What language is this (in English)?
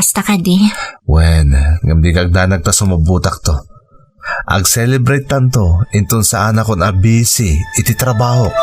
Iloko